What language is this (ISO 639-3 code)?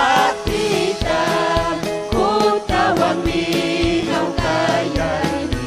quy